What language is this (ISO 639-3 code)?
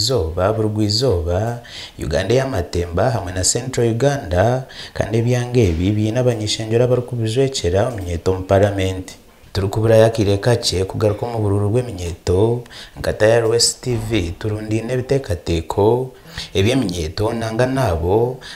nyn